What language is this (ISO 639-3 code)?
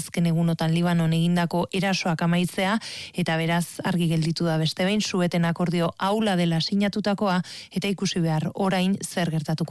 eus